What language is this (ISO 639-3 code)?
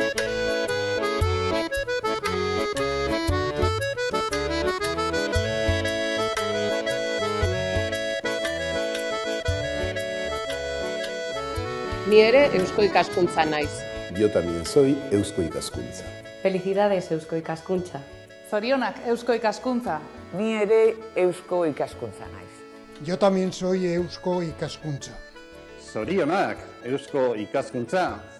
eus